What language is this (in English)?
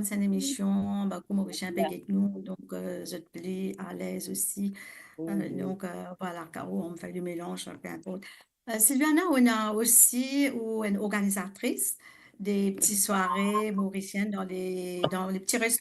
Morisyen